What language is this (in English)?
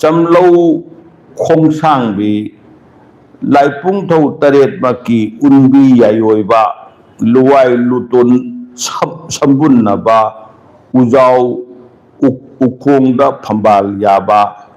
Manipuri